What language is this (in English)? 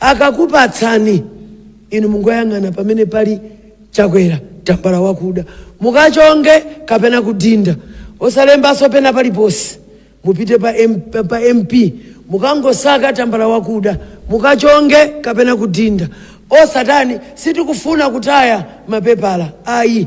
Nyanja